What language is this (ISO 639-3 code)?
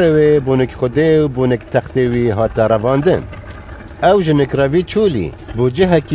kur